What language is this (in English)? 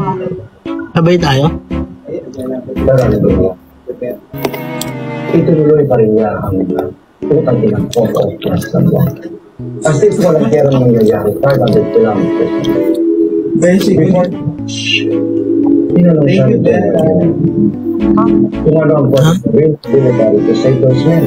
Filipino